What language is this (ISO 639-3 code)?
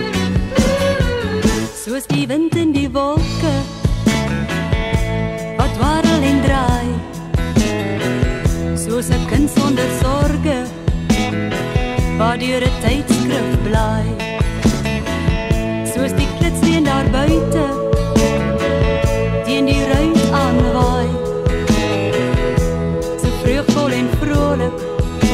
afr